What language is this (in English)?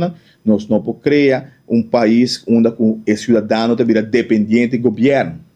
Papiamento